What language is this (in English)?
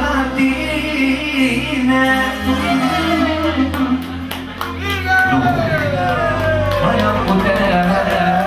Romanian